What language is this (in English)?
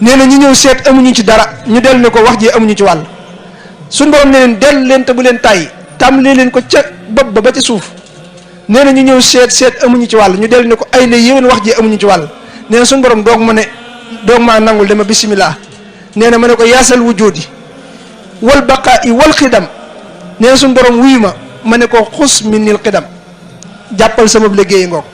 Wolof